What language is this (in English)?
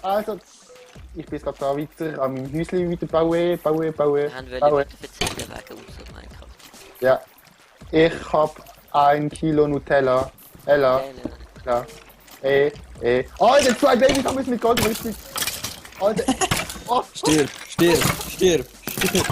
Swiss German